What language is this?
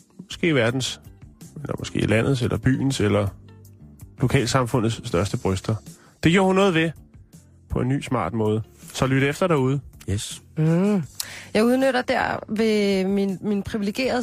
Danish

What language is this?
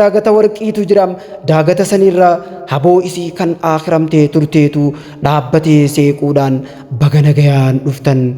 Oromo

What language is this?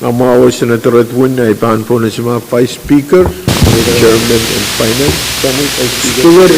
Pohnpeian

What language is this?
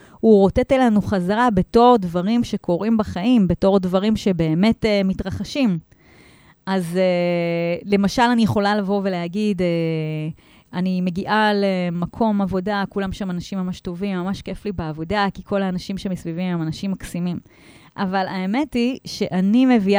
Hebrew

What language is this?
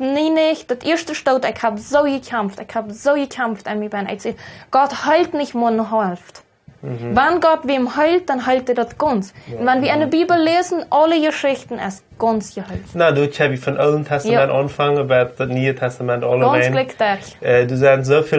Plautdietsch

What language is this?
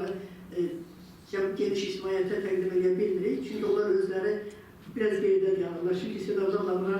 Azerbaijani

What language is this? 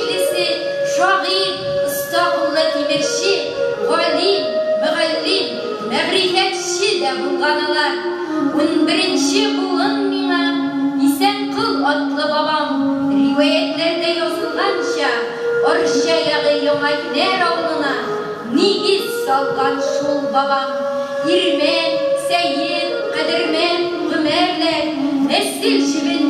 Tatar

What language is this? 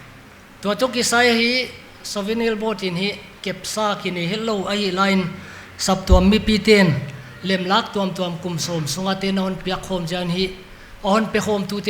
Paite Chin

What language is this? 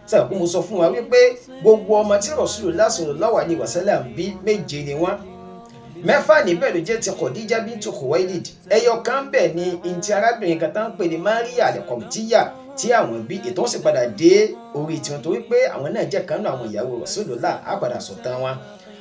Yoruba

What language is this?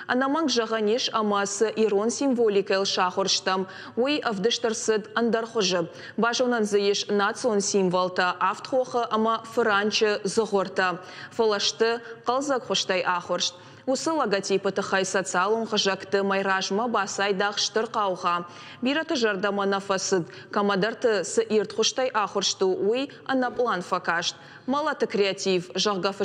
Ossetic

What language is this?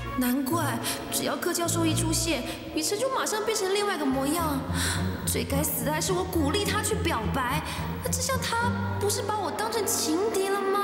Chinese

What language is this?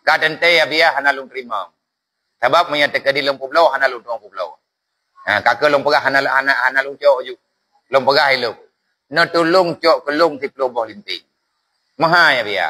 Achinese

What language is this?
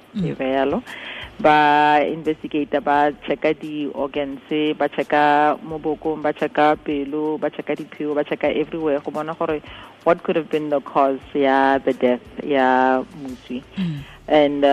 Tswana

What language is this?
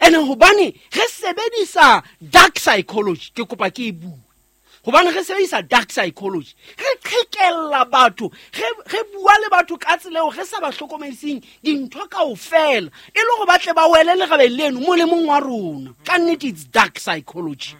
Southern Sotho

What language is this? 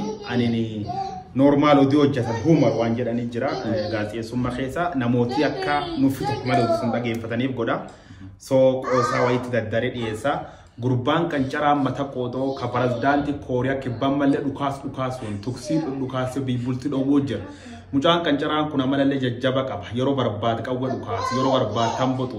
Oromo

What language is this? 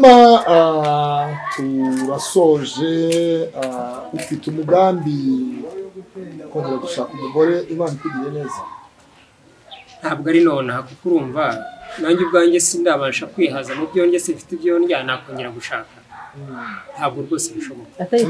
Kinyarwanda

